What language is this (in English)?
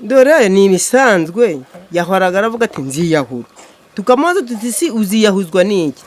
Kinyarwanda